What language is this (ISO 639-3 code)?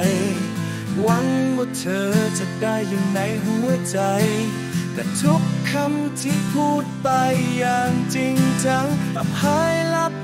tha